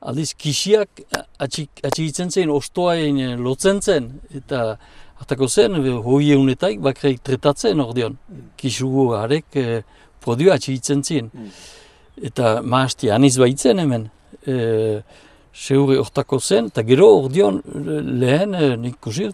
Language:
Basque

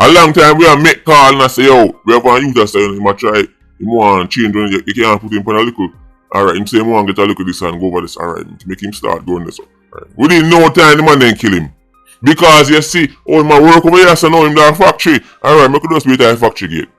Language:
Jamaican Creole English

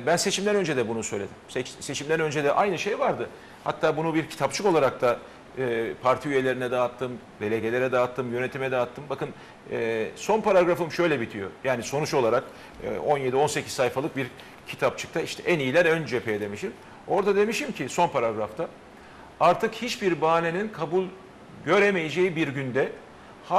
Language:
Turkish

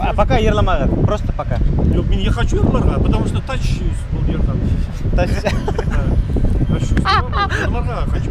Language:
Bashkir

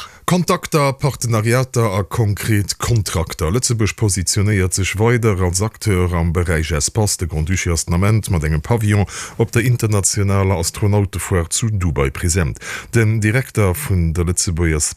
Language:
Luxembourgish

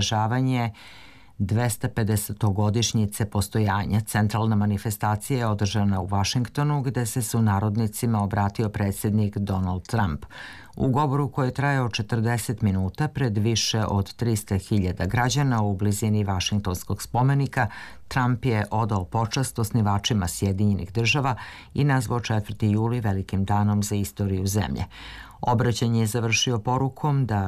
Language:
Serbian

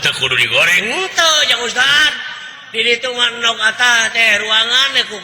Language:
Sundanese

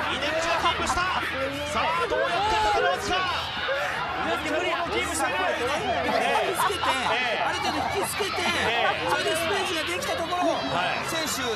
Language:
Japanese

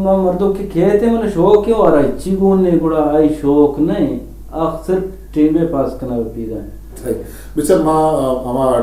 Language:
Eastern Balochi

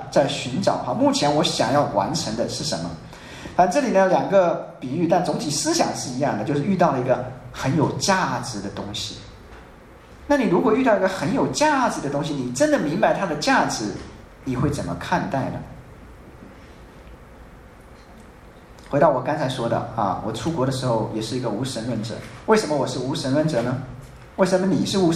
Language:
Chinese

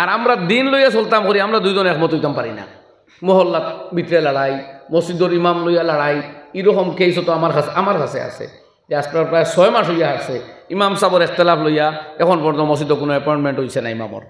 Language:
Sylheti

